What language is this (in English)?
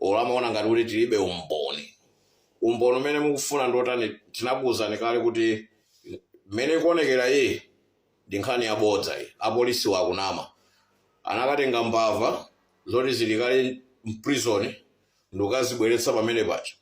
Nyanja